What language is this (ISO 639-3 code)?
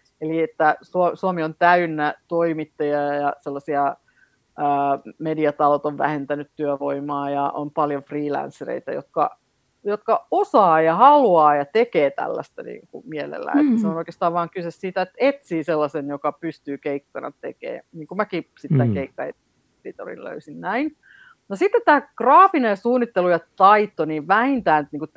fin